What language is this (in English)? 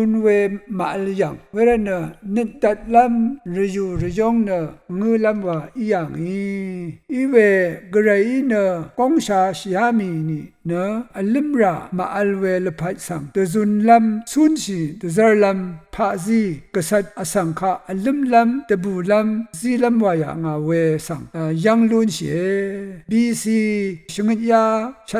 Rawang